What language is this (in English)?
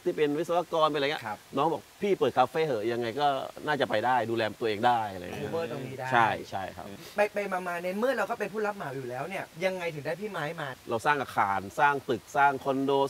Thai